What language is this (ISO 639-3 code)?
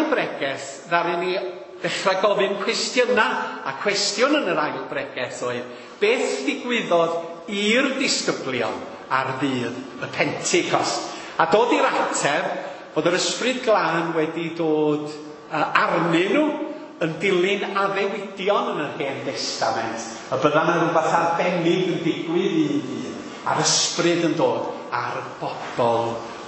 cym